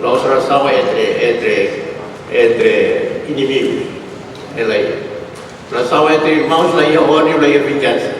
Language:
Tetum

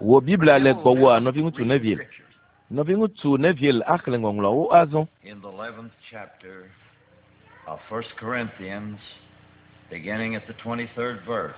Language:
Ewe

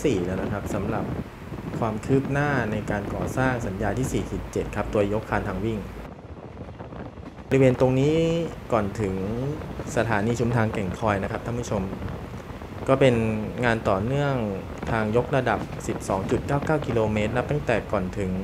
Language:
Thai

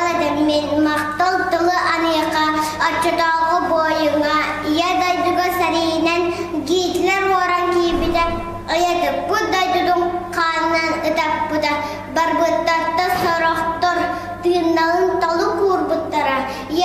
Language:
Yakut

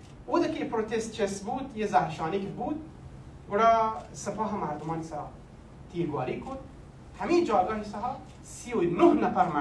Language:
Baluchi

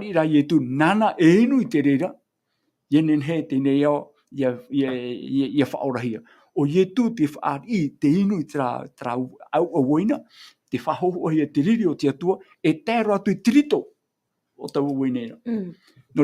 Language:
Tahitian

